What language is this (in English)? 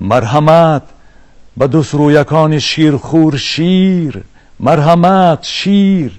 Tajik